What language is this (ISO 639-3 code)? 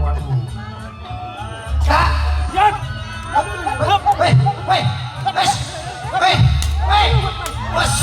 bew